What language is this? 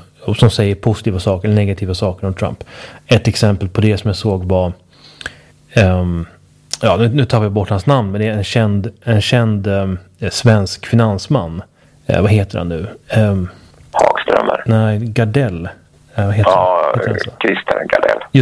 Swedish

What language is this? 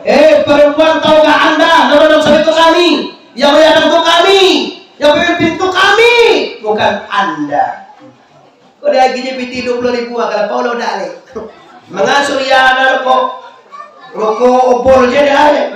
Minangkabau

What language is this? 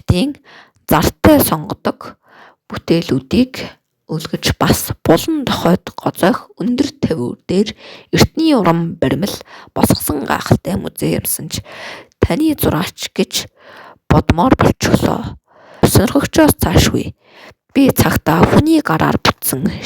Mongolian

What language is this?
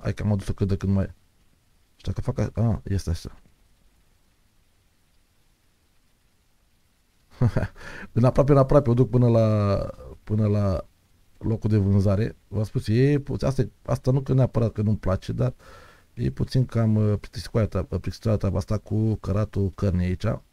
Romanian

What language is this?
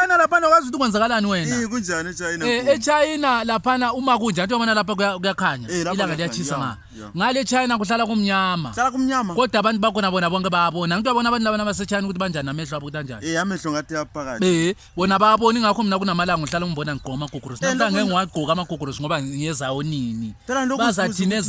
Zulu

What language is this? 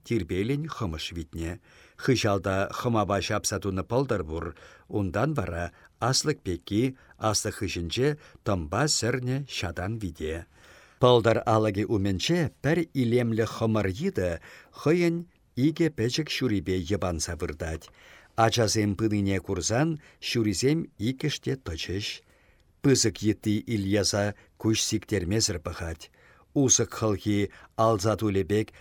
Chuvash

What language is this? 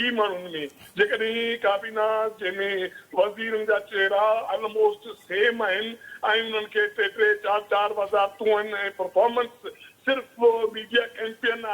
Sindhi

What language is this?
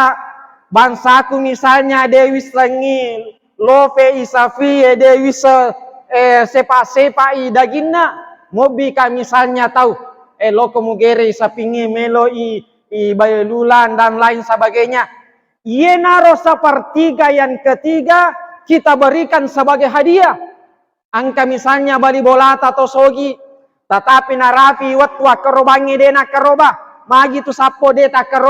Buginese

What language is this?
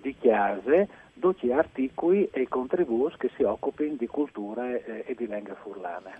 Friulian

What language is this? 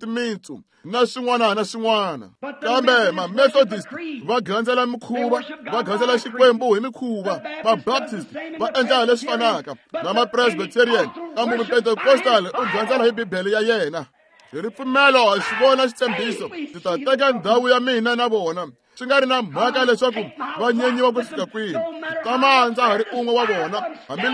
Tsonga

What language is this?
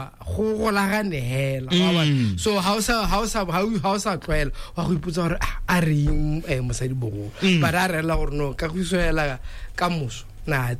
Tswana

